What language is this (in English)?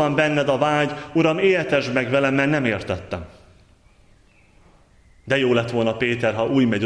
Hungarian